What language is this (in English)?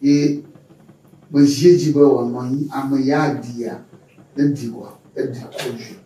Ewe